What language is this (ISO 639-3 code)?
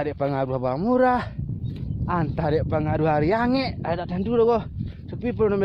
min